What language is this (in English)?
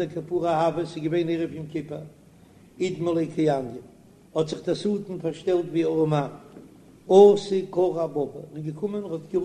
Yiddish